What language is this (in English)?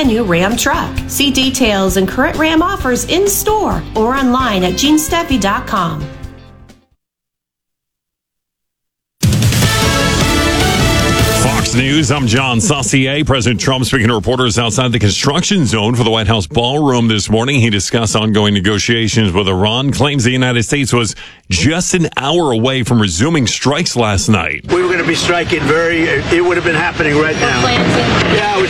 English